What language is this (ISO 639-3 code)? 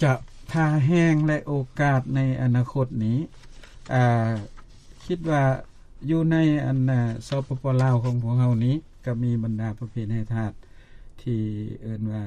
lao